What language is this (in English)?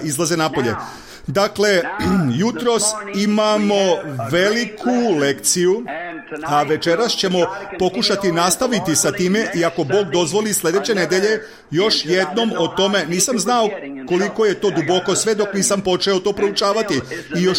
Serbian